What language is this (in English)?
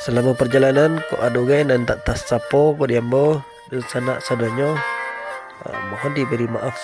Minangkabau